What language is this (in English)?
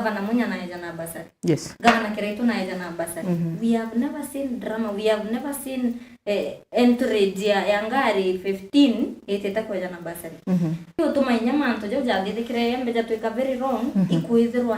Meru